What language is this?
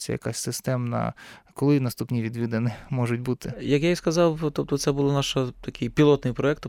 Ukrainian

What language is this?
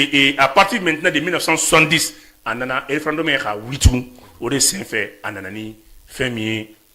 Bambara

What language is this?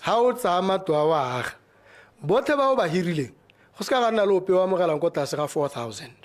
Tswana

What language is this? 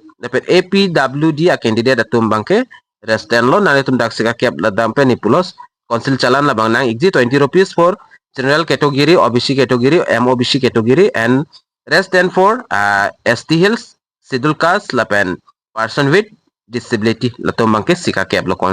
Karbi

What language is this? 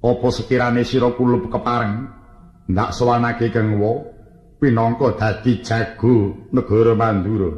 Javanese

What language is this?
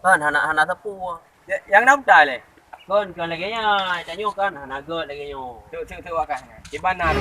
Achinese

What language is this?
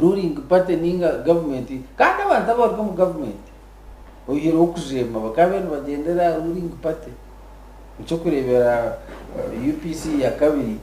Nyankole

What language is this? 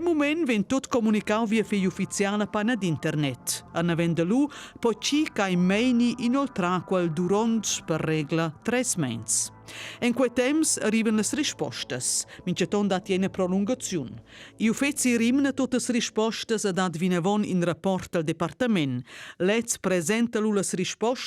Romansh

